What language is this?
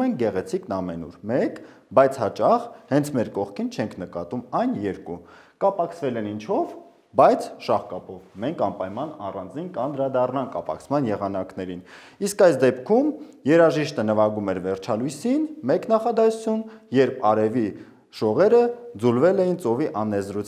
Armenian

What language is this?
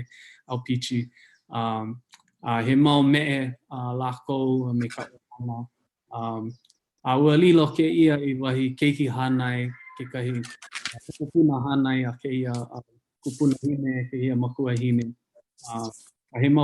Hawaiian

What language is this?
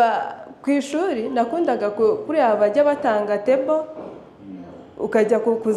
Kinyarwanda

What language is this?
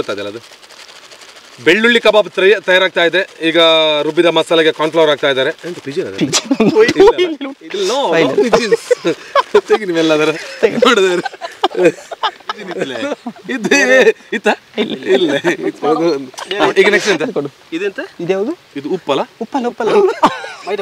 Kannada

